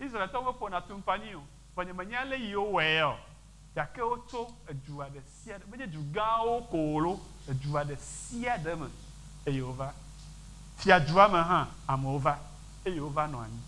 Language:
Ewe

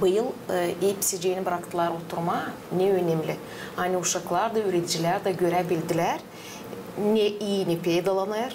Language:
Gagauz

